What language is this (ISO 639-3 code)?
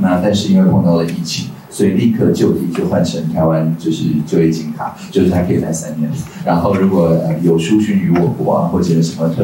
zho